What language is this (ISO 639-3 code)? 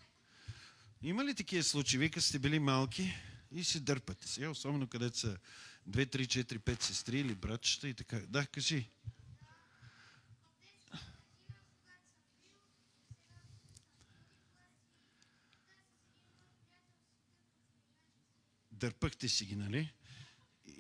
bul